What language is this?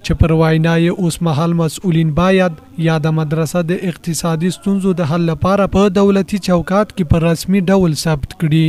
Pashto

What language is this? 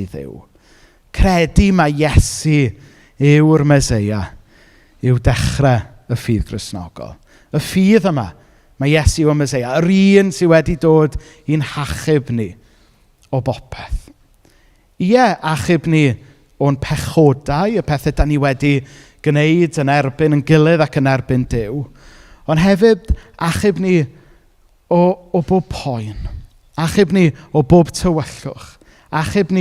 Welsh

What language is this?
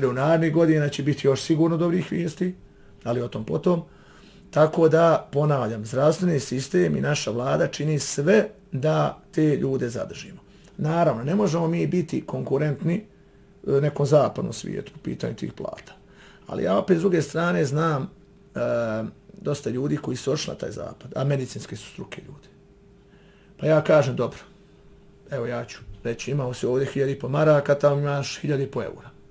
Bosnian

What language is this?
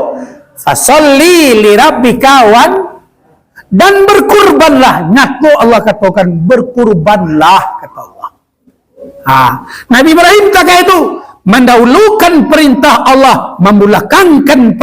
Minangkabau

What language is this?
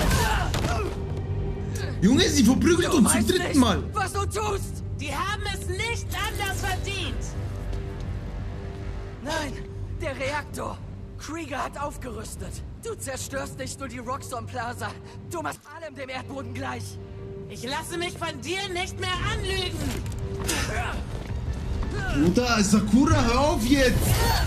German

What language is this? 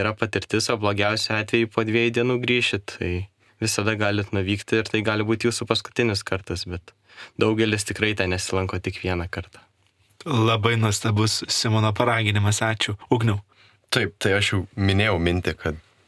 Lithuanian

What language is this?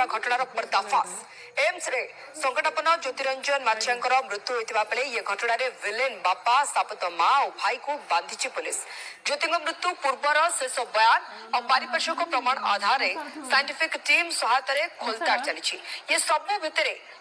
Odia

